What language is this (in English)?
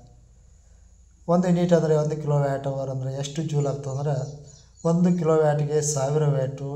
Kannada